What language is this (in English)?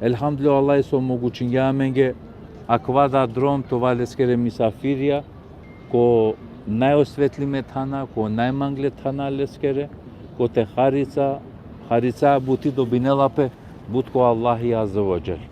Balkan Romani